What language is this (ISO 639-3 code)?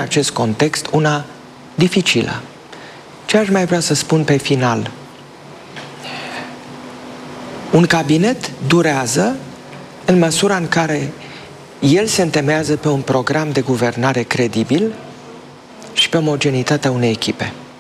ron